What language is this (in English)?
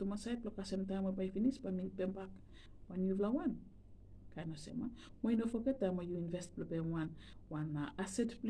Bislama